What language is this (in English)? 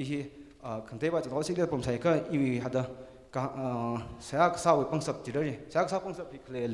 Tangkhul Naga (India)